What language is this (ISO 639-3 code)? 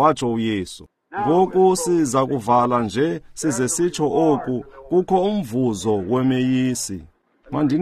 xho